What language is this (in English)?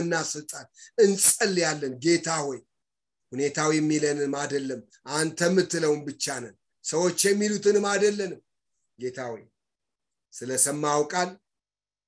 Amharic